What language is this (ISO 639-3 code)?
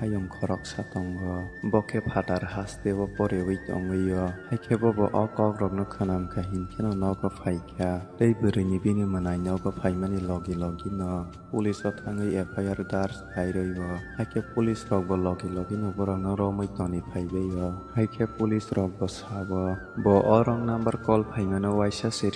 trp